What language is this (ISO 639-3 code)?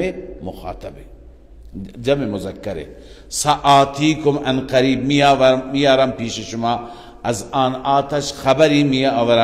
fas